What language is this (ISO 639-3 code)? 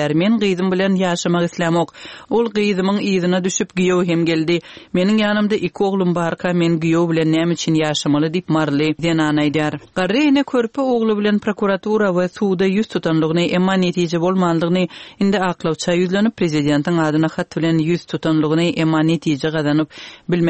tuk